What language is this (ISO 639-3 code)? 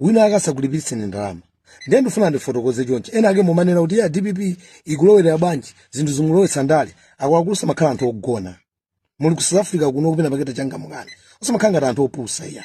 nya